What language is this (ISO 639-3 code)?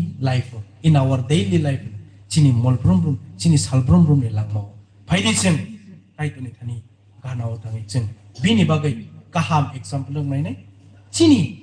trp